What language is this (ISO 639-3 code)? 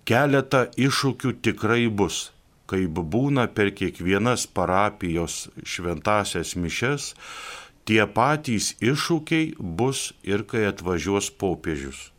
lit